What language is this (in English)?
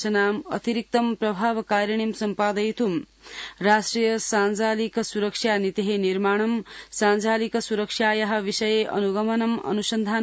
Sanskrit